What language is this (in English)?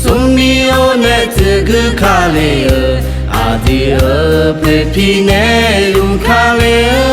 Akha